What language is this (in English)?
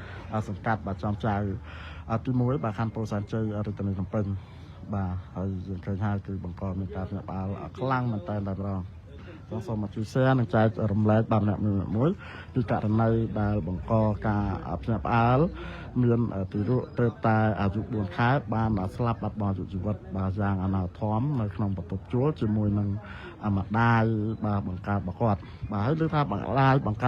Khmer